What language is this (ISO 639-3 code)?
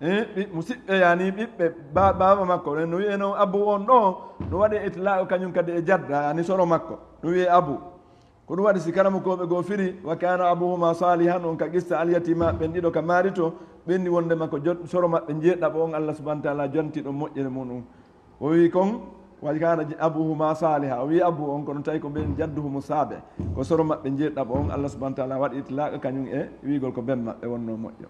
ful